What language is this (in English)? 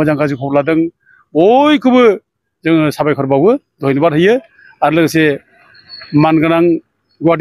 Bodo